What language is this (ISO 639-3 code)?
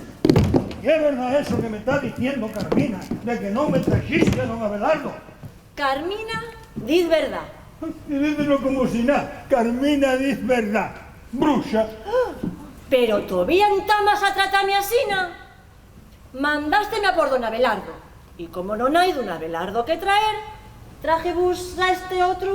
ast